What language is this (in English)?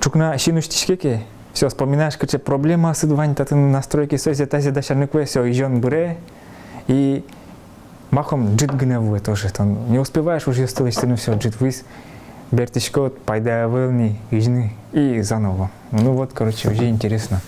Udmurt